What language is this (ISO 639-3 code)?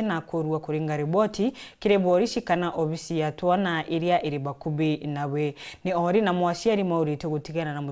mer